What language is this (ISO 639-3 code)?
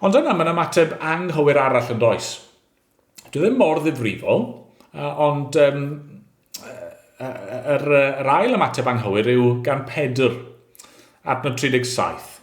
cym